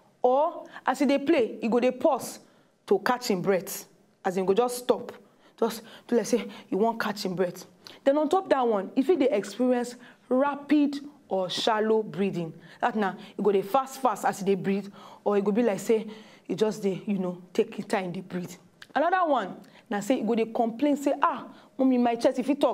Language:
Nigerian Pidgin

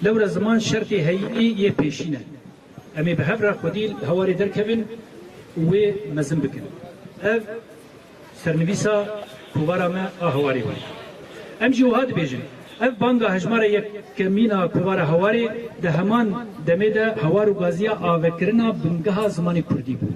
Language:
Kurdish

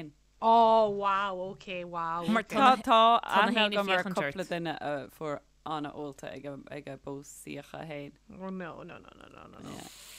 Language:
Irish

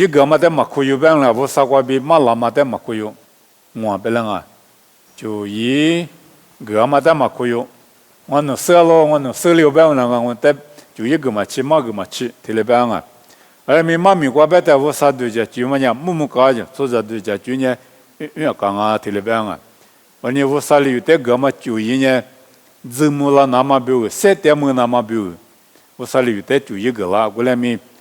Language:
Lisu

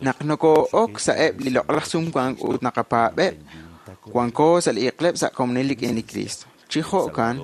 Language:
Kekchí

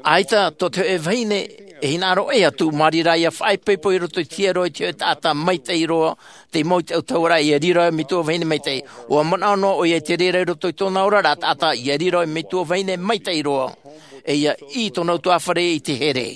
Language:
Tahitian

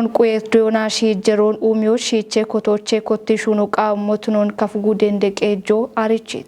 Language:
Kafa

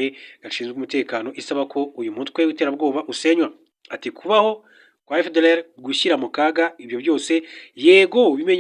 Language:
Kinyarwanda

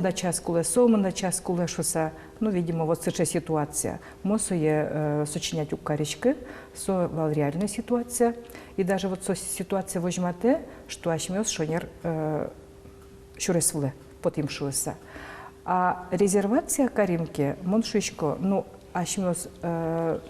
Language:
Udmurt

